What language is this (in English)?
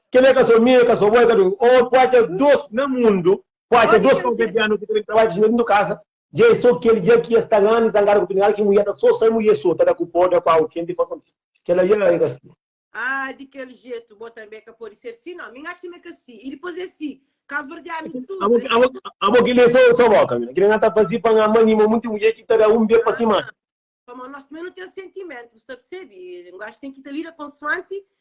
Kabuverdianu